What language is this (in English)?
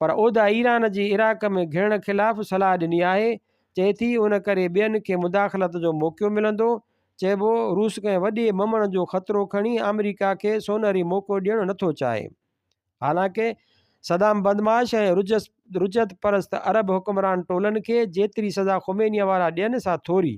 Sindhi